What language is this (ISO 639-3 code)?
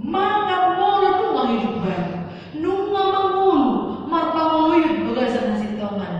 bbc